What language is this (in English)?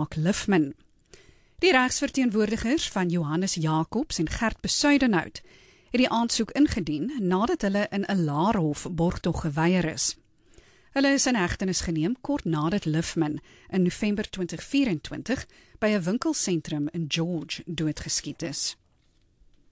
Afrikaans